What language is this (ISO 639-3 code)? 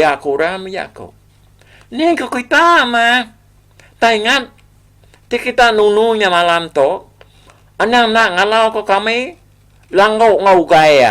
iba